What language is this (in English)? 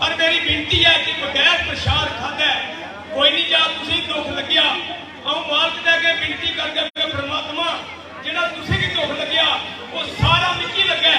Dogri